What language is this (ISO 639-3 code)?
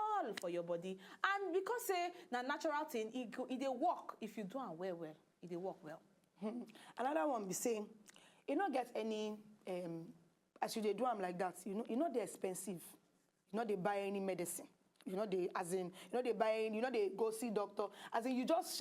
pcm